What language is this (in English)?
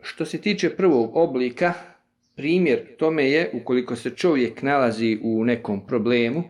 Bosnian